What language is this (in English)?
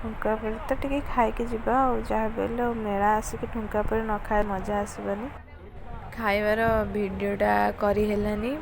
Odia